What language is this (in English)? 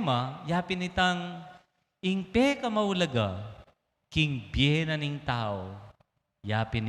Pampanga